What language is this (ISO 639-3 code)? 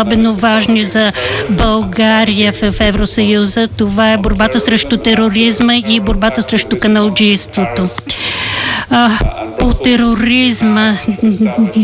bul